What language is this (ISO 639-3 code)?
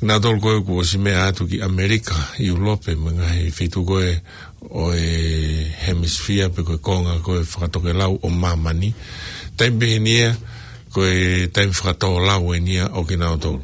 ton